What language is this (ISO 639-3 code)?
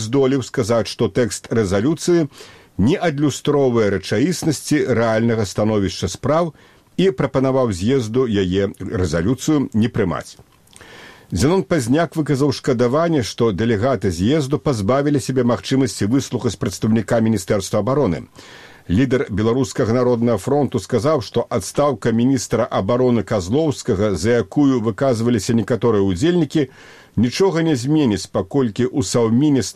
bel